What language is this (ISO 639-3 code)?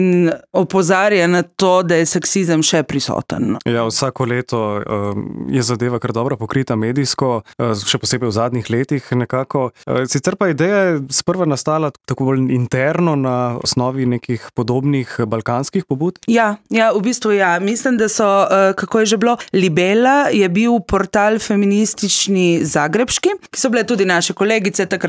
slv